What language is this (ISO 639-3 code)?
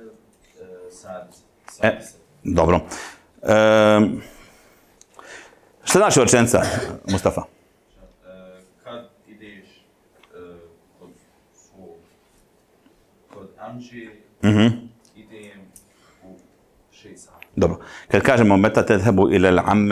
bos